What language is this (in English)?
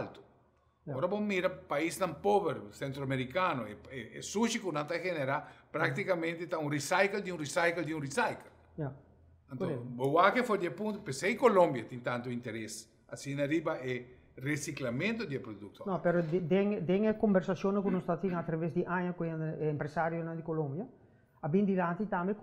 Papiamento